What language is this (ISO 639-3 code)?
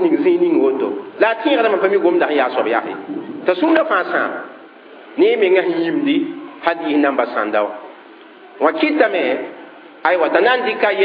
mos